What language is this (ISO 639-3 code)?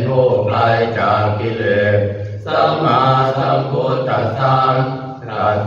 pli